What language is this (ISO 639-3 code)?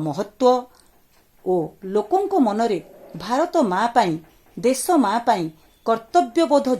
ori